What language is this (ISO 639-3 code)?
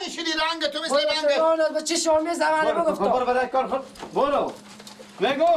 fas